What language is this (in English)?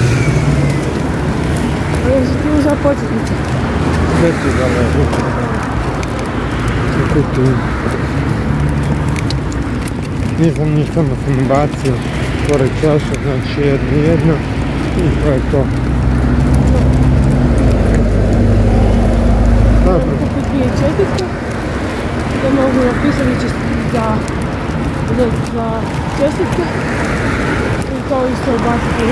Croatian